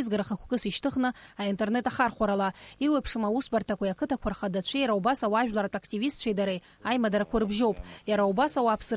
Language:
Abkhazian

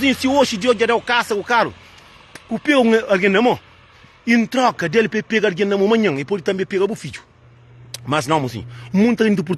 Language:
Kabuverdianu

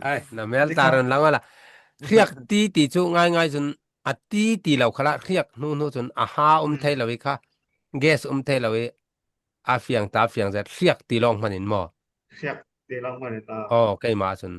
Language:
Falam Chin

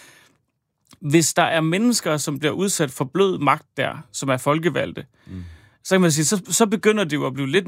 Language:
Danish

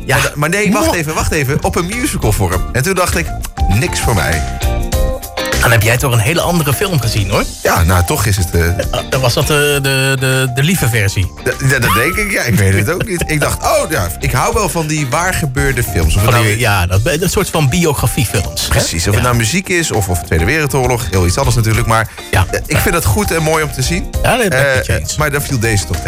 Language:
Dutch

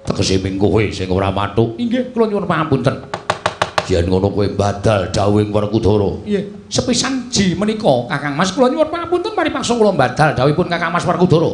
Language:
Javanese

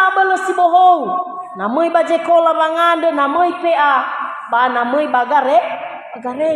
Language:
Nias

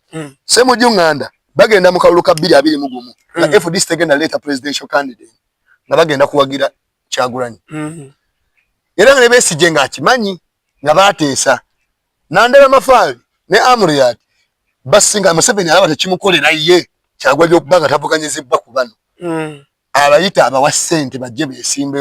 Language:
Ganda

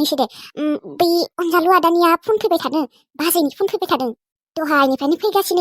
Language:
Bodo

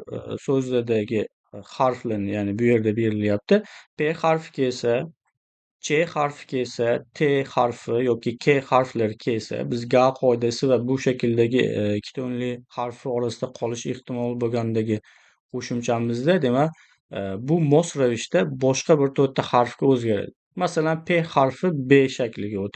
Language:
Uzbek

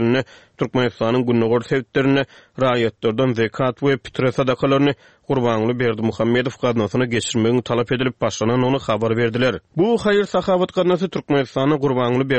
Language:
Turkmen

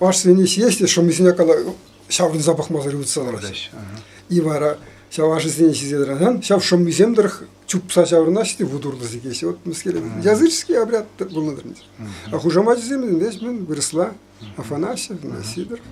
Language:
Chuvash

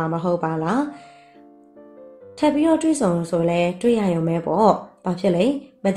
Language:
Burmese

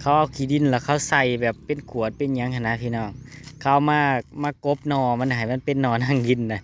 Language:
Northeastern Thai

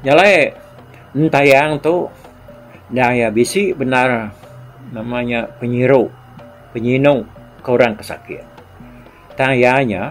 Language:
Iban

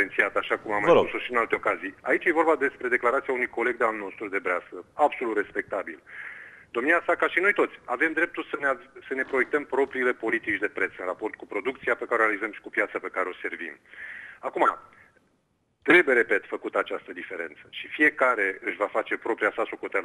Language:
Romanian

